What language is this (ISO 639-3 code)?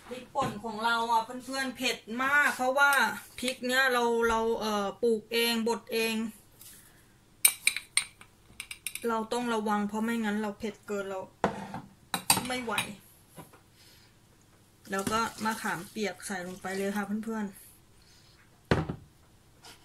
tha